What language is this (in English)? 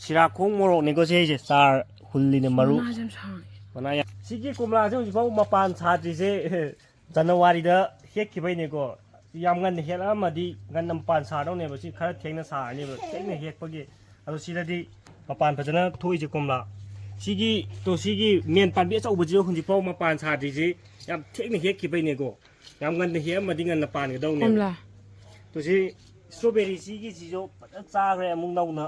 Manipuri